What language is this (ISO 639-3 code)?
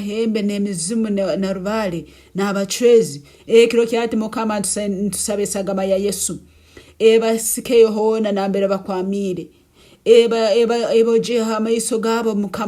nyo